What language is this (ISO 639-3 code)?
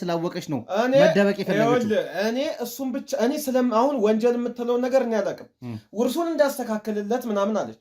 amh